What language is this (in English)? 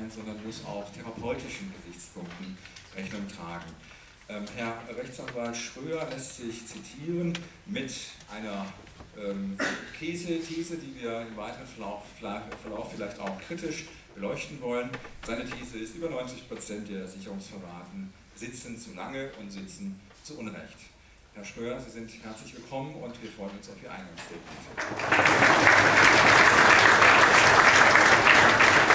German